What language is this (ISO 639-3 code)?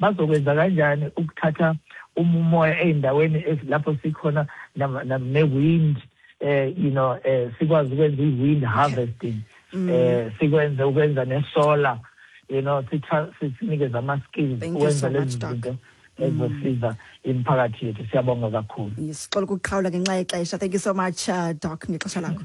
xho